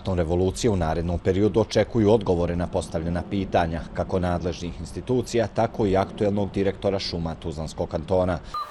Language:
Bosnian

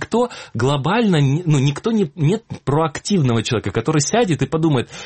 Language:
Russian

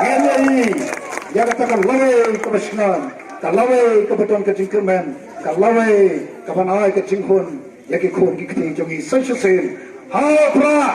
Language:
Khasi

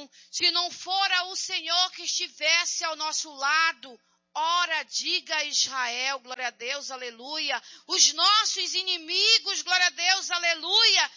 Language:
Portuguese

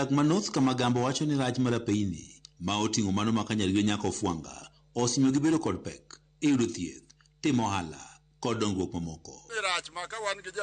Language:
Luo (Kenya and Tanzania)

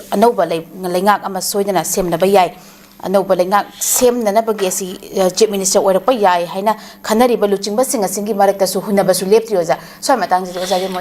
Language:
Manipuri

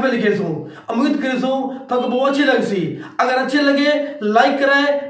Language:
Saraiki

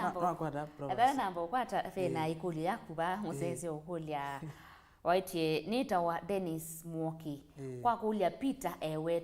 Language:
Kamba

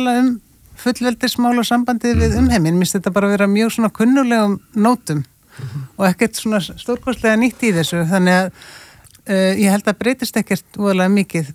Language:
Icelandic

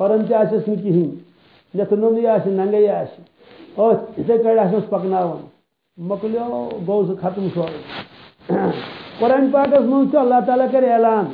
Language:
Kashmiri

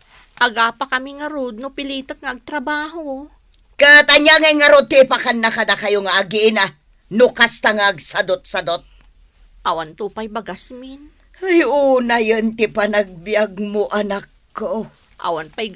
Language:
Iloko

